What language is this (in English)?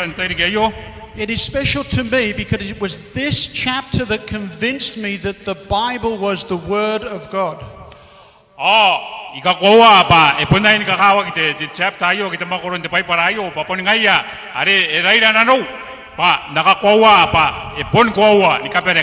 Gilbertese